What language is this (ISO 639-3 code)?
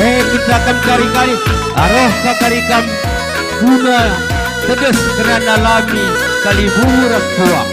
btx